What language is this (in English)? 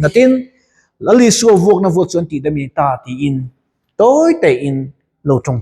Mizo